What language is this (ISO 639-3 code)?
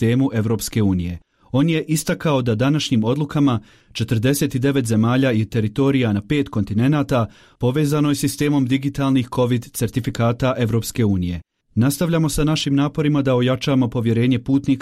bos